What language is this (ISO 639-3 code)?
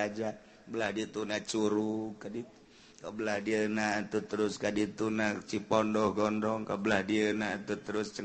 sun